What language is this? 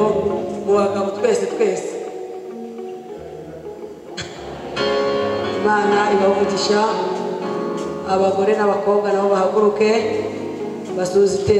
Kinyarwanda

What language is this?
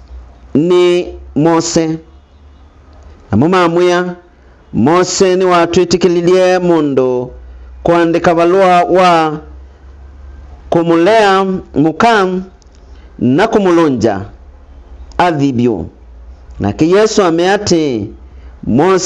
Kamba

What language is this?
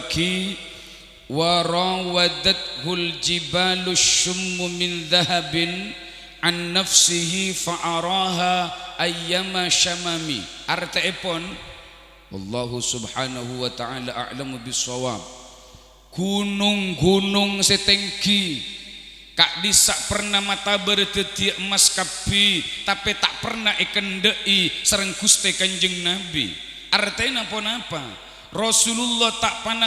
Madurese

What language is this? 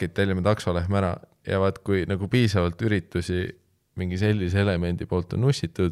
Estonian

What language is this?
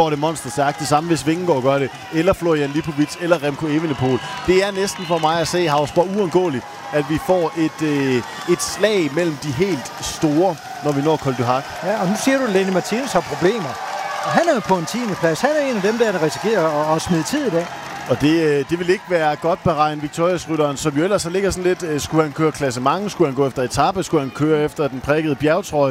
Danish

